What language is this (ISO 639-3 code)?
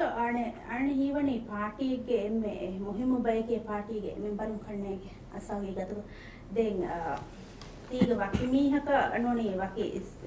div